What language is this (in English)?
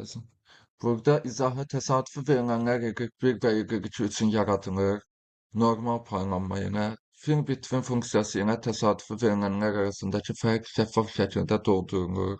Azerbaijani